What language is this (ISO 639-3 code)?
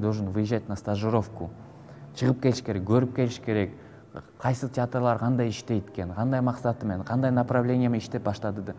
kir